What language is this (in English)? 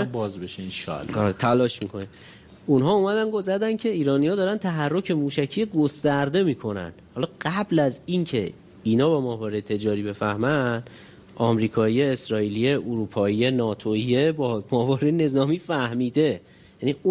Persian